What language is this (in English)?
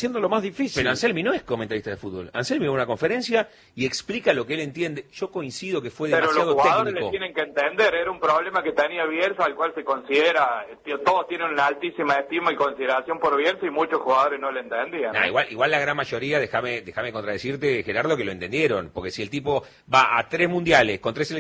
Spanish